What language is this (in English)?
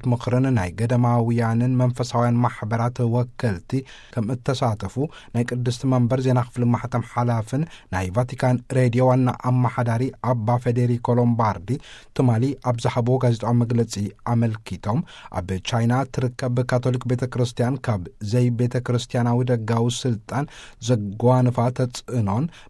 Tigrinya